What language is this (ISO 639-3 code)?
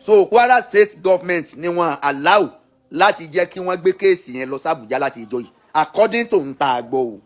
yor